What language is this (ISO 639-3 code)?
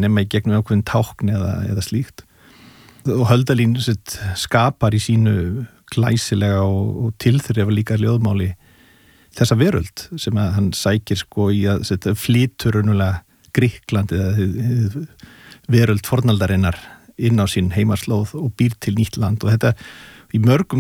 isl